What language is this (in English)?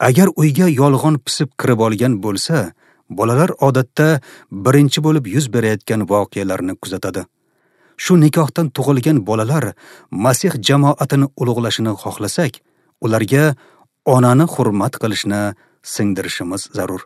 Uzbek